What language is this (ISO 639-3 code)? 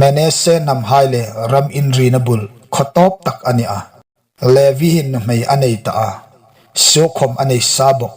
hmr